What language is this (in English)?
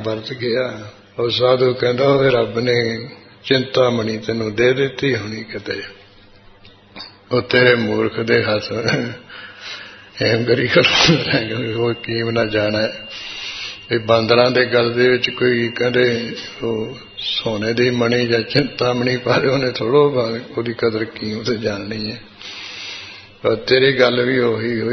Punjabi